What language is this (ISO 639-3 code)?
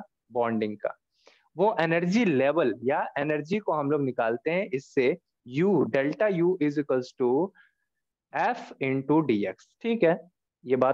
hin